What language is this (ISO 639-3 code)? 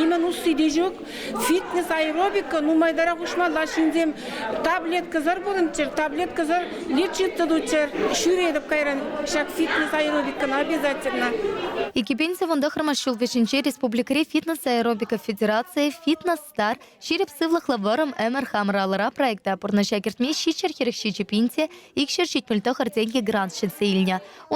chv